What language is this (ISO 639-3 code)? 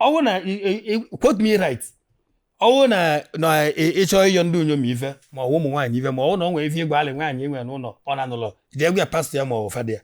ibo